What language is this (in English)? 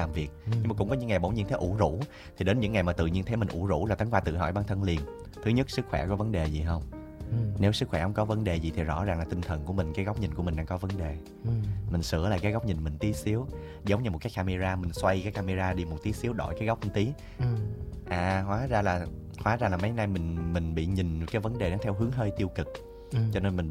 Vietnamese